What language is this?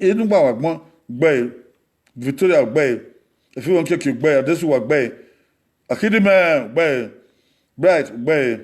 Bini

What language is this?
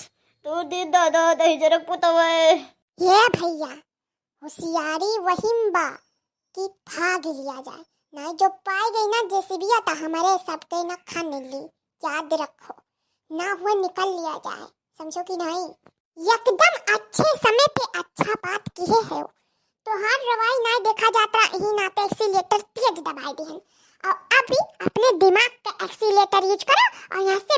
Awadhi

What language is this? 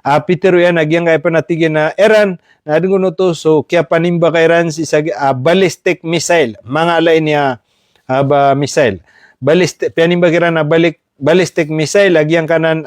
Maranao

